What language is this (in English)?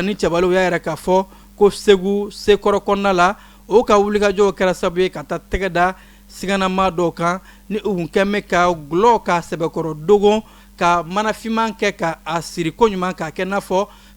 Bambara